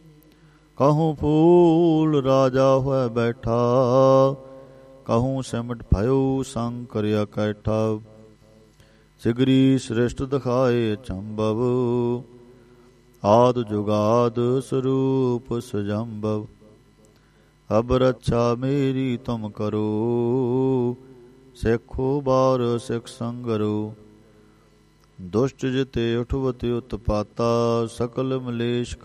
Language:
Punjabi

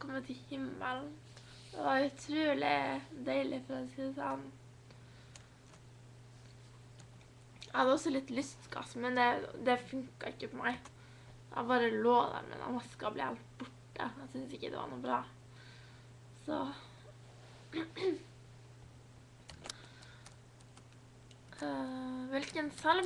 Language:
Norwegian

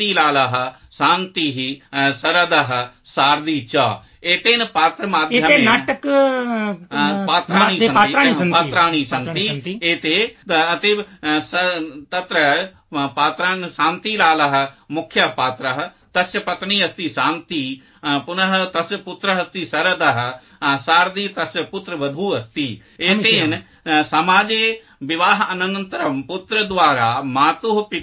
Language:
Sanskrit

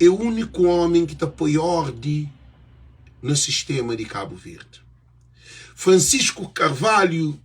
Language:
Kabuverdianu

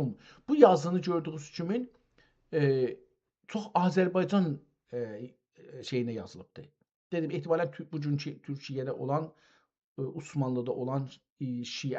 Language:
South Azerbaijani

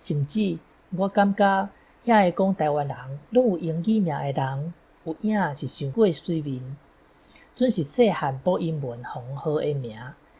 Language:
Min Nan Chinese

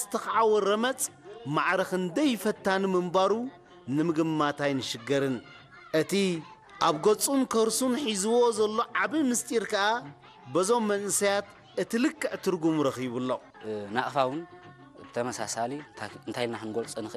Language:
Tigrinya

